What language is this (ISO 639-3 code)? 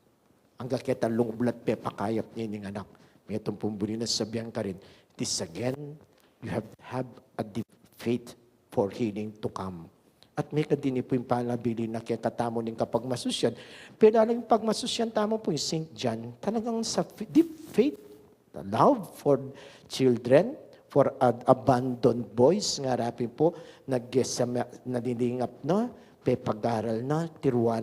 pam